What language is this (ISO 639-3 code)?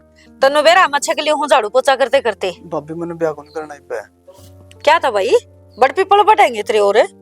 bgc